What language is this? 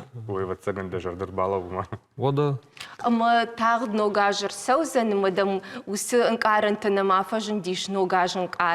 Ossetic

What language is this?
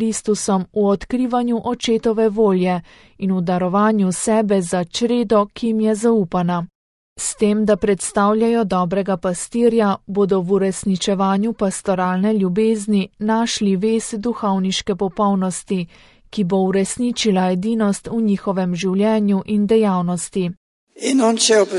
Slovenian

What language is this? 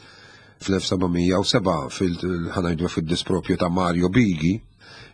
Maltese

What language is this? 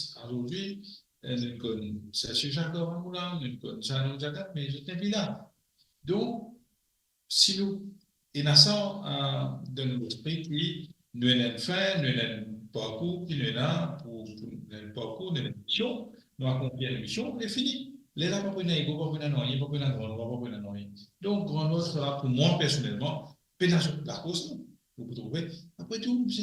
Morisyen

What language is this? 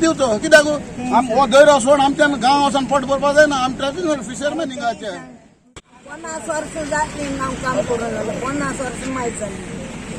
Konkani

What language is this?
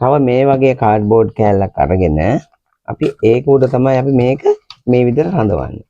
Sinhala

